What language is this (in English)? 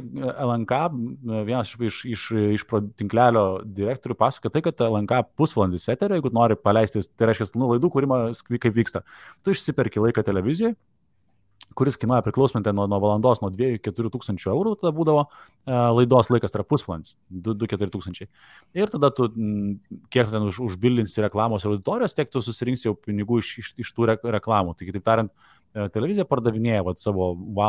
Lithuanian